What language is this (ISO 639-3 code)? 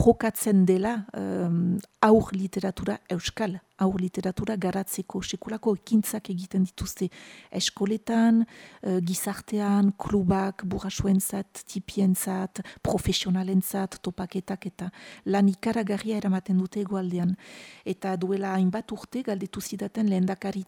eus